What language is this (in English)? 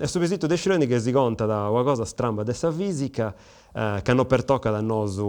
Sardinian